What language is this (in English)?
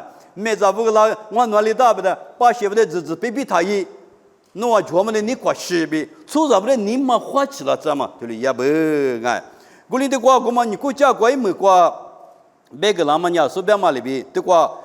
Lisu